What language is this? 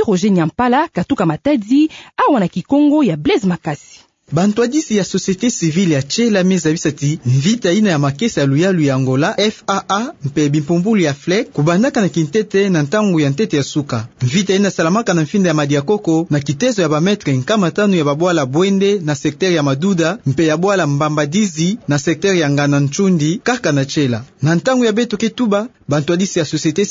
Kituba (Democratic Republic of Congo)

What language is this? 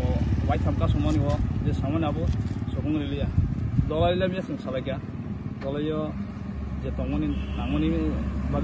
Kok Borok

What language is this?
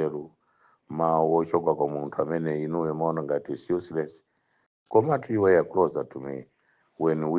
Nyanja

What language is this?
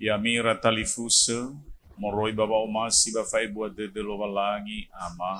Nias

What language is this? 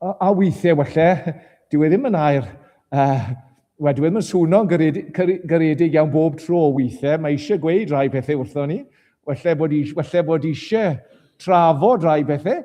Welsh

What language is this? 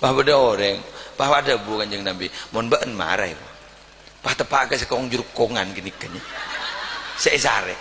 Madurese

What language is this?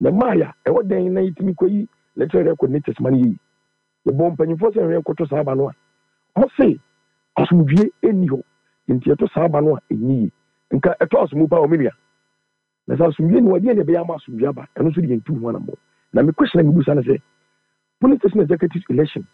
Akan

